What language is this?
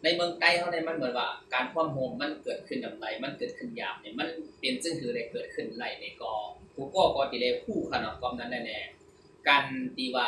Shan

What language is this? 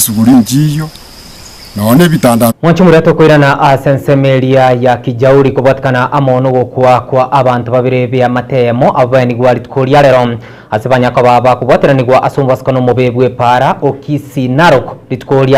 Gusii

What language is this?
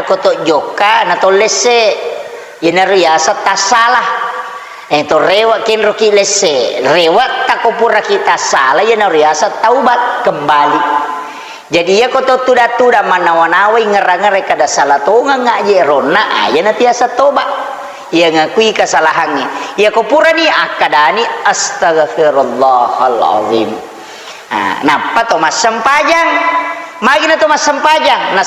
Buginese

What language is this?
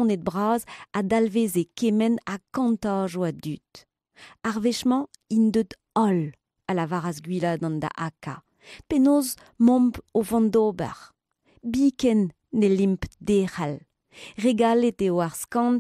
Breton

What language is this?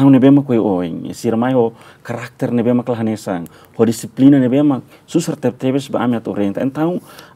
Tetum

